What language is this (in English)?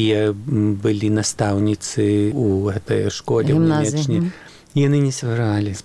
Belarusian